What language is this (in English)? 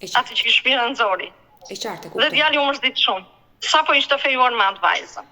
Albanian